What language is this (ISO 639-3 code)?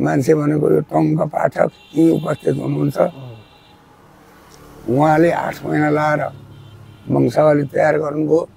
nep